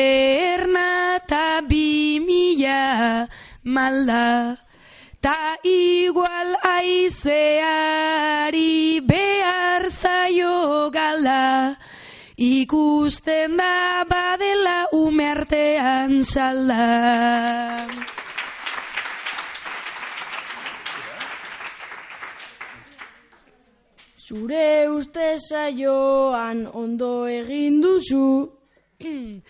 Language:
Basque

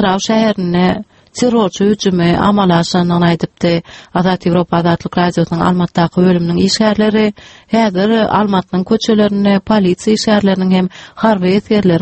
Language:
Turkmen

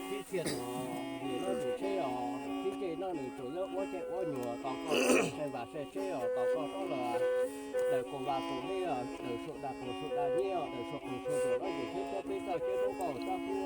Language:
Hmong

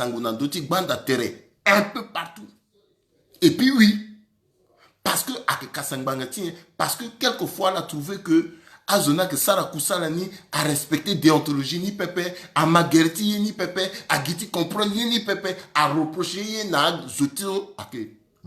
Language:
Sango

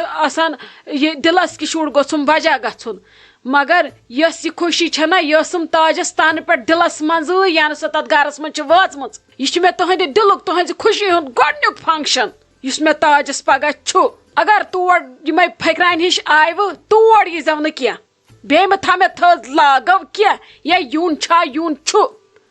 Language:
Kashmiri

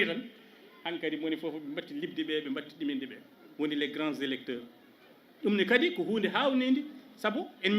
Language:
Fula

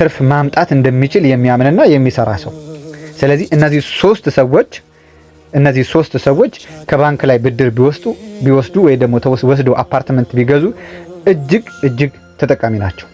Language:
Amharic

